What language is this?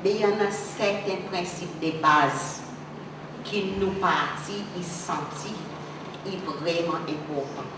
Seselwa Creole French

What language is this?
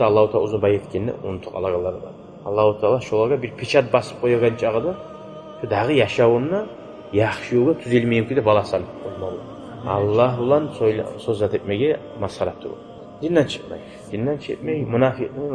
Kumyk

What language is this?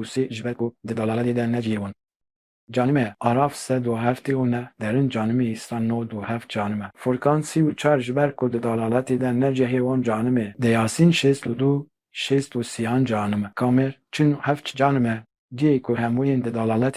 Kurdish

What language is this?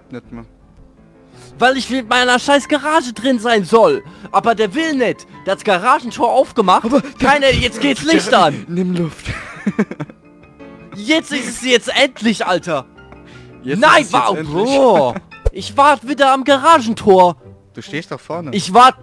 German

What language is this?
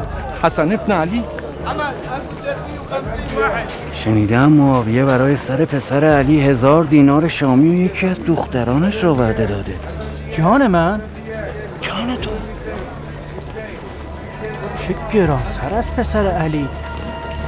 Persian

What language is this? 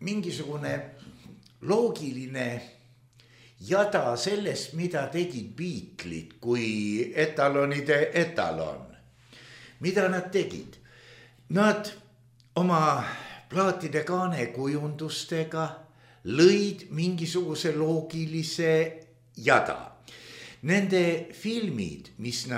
Estonian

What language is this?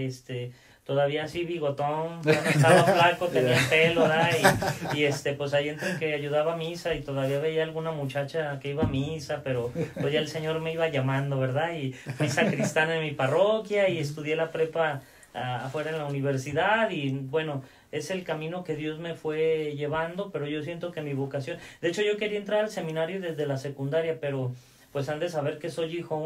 Spanish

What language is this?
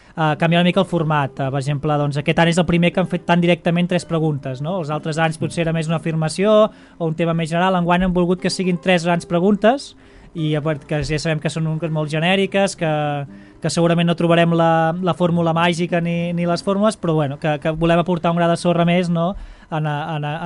Catalan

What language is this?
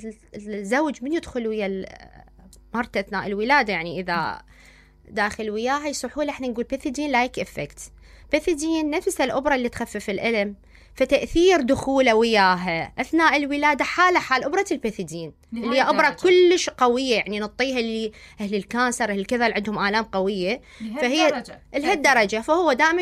Mesopotamian Arabic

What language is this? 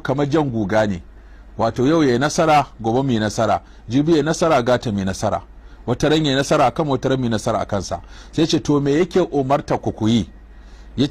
Hausa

